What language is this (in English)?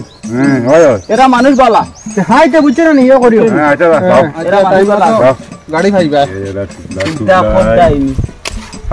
Sylheti